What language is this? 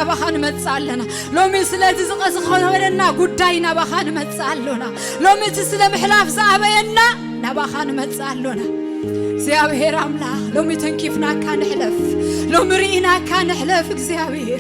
Tigrinya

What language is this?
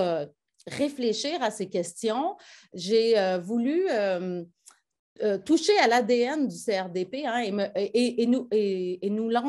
French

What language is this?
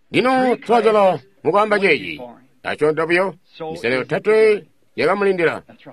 Tonga (Zambia)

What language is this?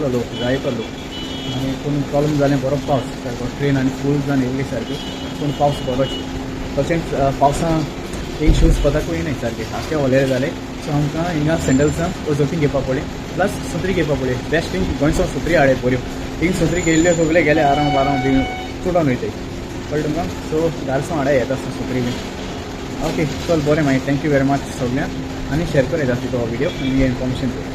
Konkani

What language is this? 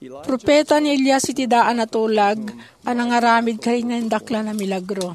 Iloko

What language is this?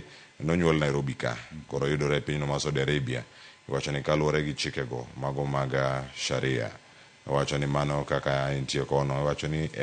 Luo (Kenya and Tanzania)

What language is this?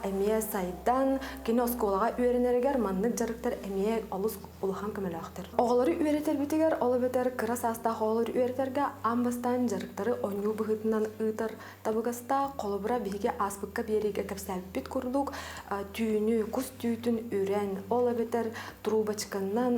Yakut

